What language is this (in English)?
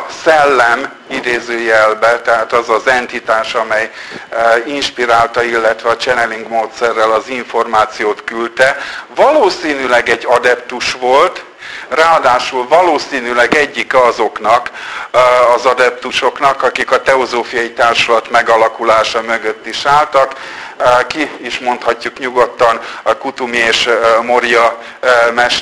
Hungarian